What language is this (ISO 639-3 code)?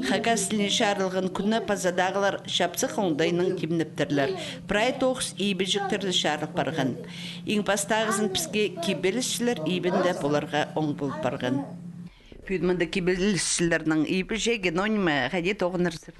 kjh